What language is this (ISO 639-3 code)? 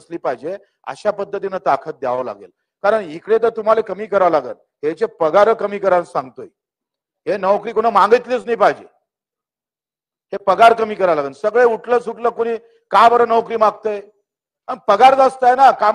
mar